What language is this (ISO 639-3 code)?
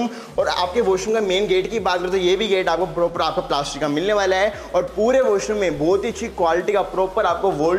hin